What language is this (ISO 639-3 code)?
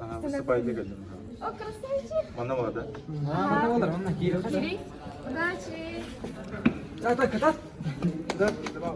sah